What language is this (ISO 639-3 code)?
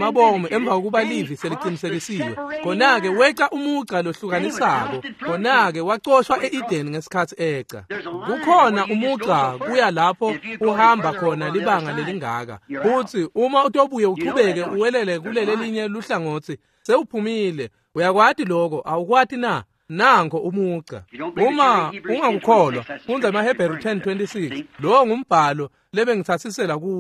ssw